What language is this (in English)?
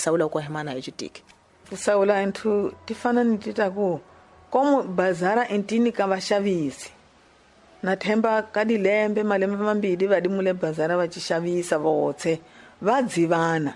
Tsonga